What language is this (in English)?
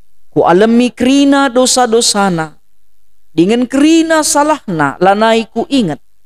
Batak Karo